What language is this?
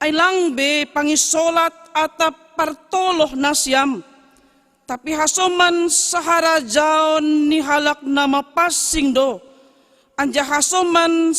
Batak Simalungun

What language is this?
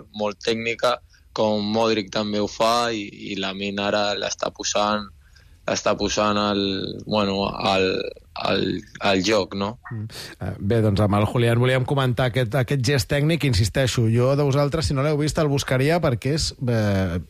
Catalan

